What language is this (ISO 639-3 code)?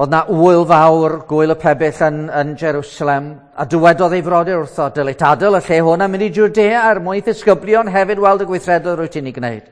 cym